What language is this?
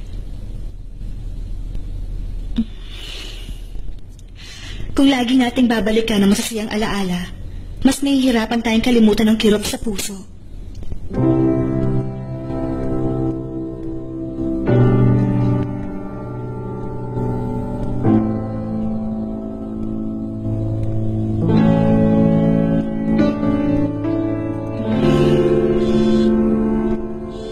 Filipino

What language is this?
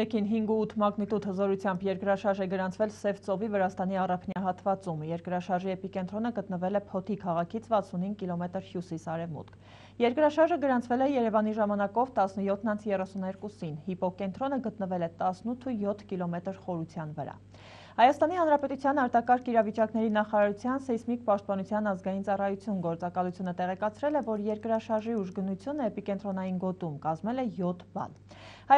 Armenian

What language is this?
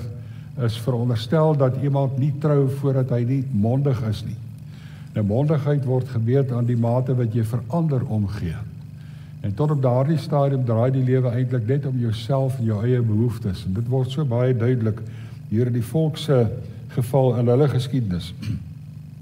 Afrikaans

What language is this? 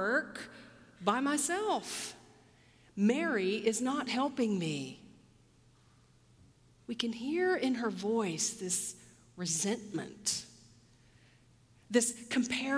English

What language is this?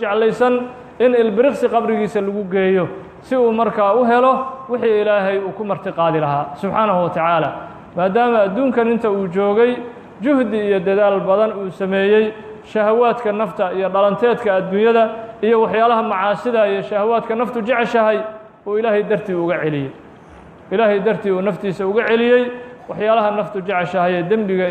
Somali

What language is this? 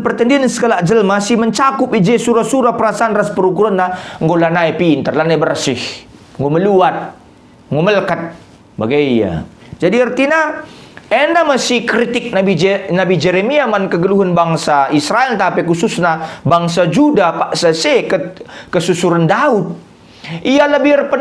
Batak Karo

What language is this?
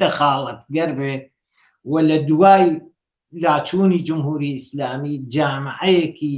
Central Kurdish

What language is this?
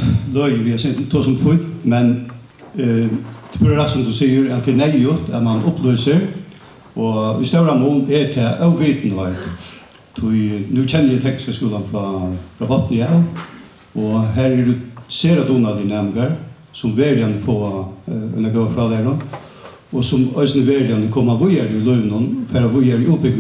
Faroese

